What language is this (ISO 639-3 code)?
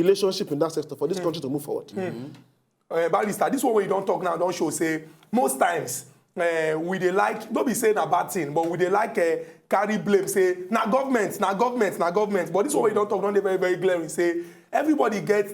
pcm